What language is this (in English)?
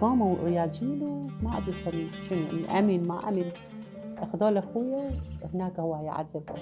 Mesopotamian Arabic